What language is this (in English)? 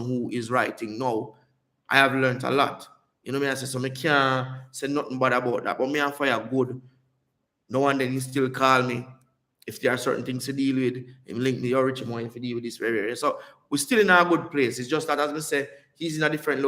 Jamaican Creole English